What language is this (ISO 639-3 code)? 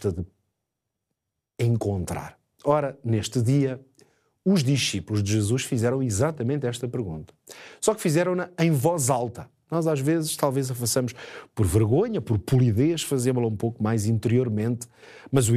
por